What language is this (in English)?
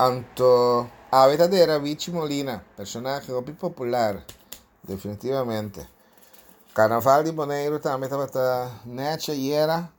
Papiamento